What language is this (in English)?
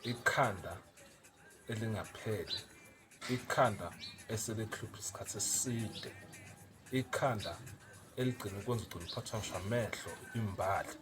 Zulu